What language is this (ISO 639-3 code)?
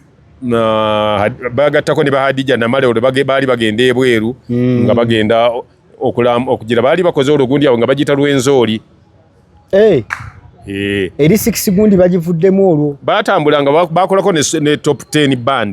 lug